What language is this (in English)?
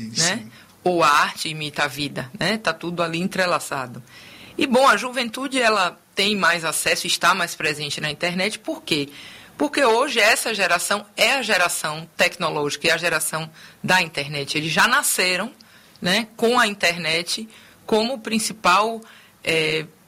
Portuguese